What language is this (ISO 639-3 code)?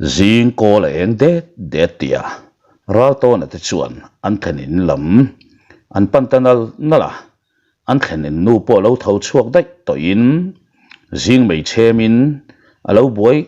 lus